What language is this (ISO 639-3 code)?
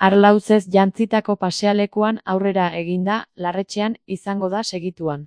eus